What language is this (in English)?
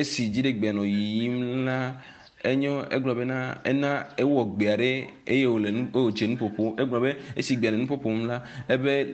Ewe